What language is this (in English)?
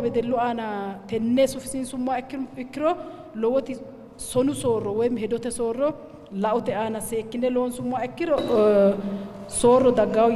Sidamo